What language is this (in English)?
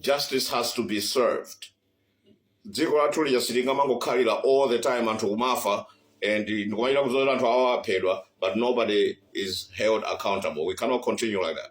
Nyanja